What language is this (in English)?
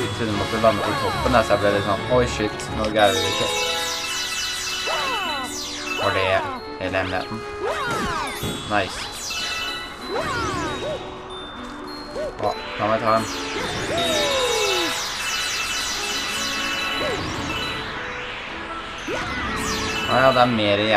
Norwegian